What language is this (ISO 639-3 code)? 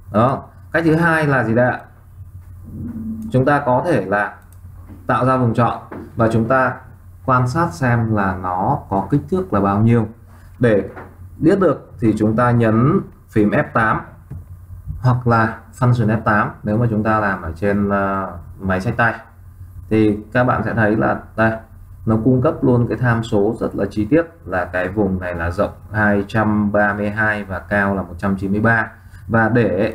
vie